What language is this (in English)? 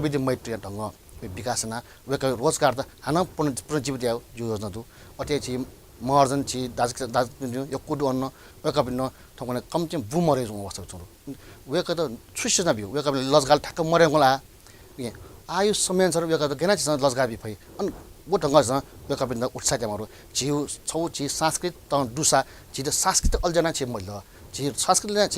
Newari